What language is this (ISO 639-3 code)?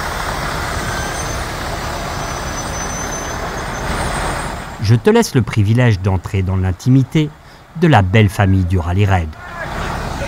fra